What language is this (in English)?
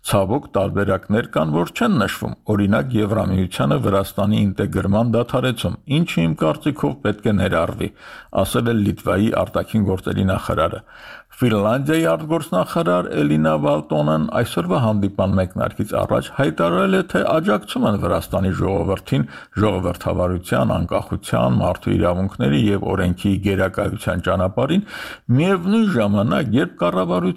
Armenian